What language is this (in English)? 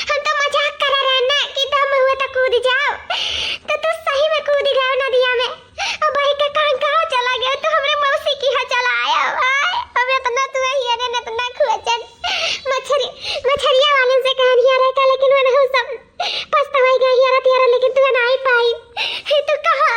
Awadhi